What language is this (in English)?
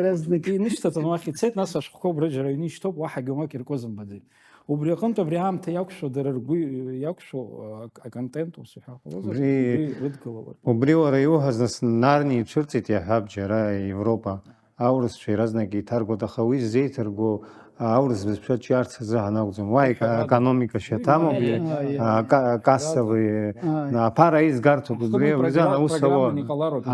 Abkhazian